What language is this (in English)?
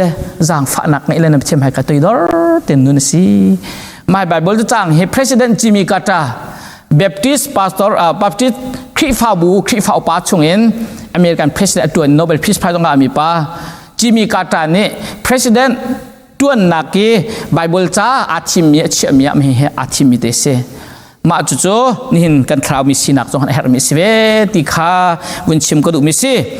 Hakha Chin